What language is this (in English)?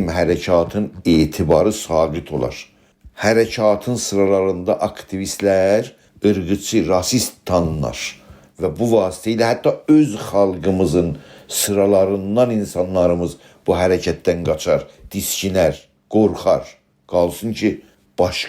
South Azerbaijani